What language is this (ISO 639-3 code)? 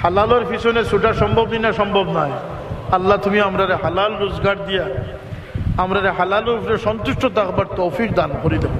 syl